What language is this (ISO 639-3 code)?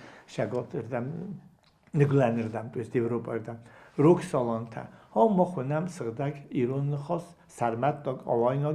oss